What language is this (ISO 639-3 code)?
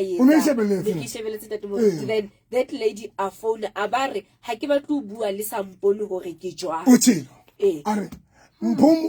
sot